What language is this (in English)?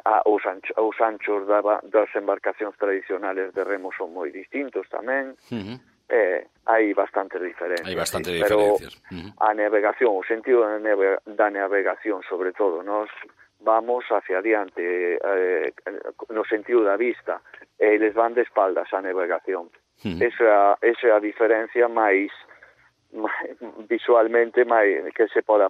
Galician